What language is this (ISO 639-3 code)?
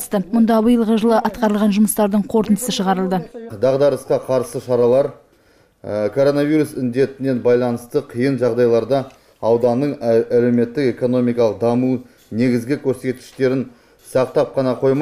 kaz